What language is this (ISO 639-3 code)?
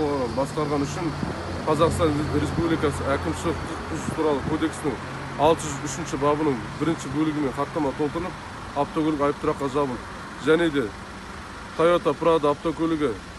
kir